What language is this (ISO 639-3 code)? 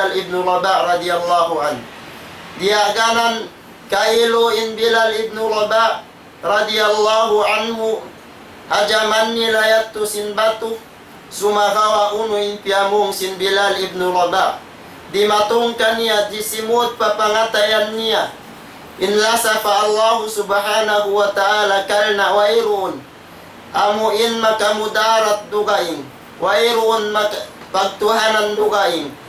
tsg